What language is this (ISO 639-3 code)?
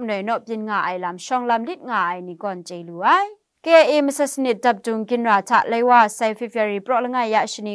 kac